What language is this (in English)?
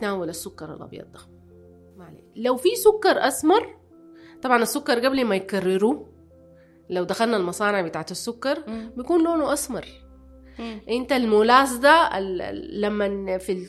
Sudanese Arabic